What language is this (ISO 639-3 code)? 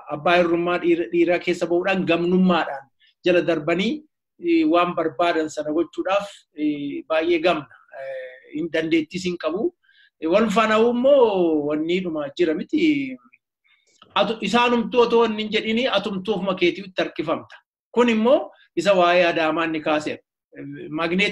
orm